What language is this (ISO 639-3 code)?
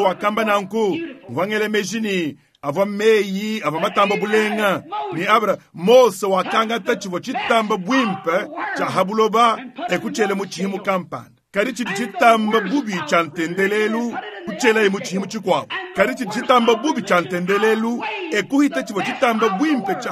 lua